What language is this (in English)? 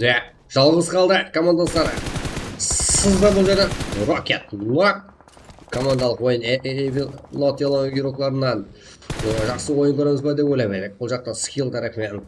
Kara-Kalpak